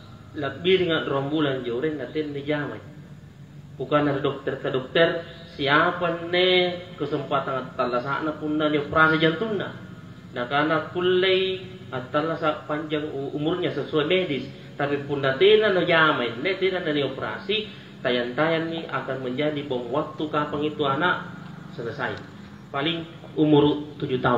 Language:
Makasar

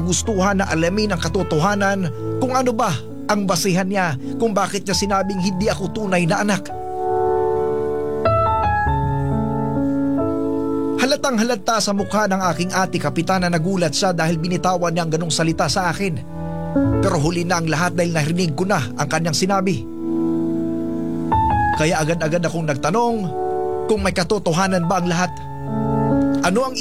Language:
Filipino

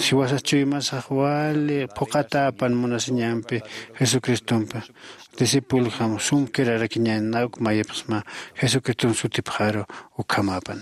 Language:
Aymara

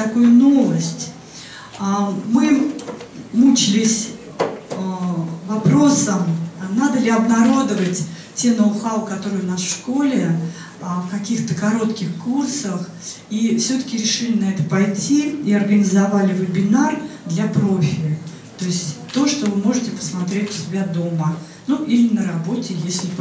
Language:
Russian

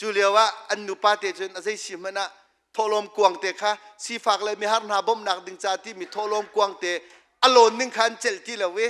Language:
Hakha Chin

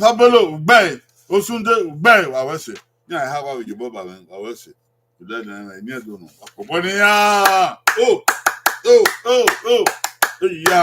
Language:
Bini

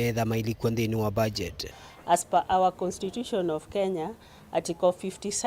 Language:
Kamba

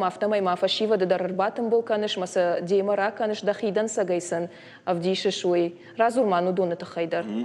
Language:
Ossetic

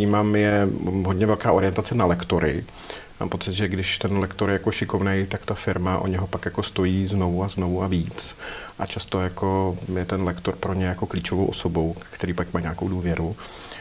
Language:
Czech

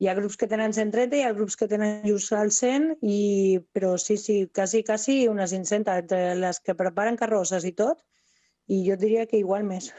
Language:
Catalan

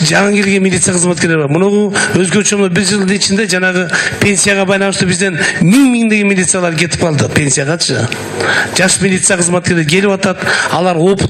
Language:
Kyrgyz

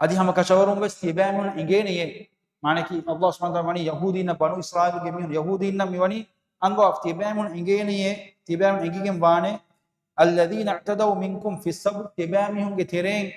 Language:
Divehi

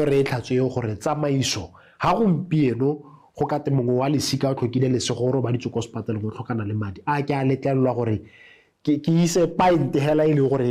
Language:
Tswana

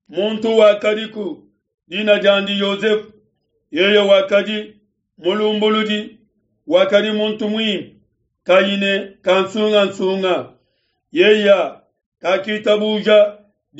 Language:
Luba-Lulua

